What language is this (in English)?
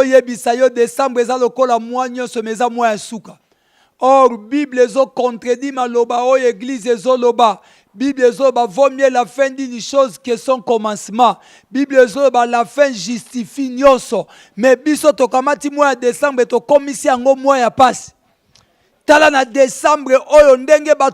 Lingala